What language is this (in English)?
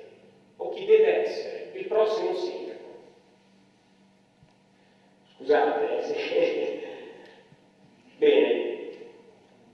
Italian